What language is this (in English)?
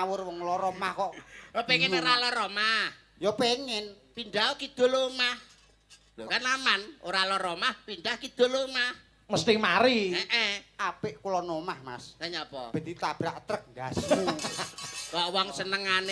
Javanese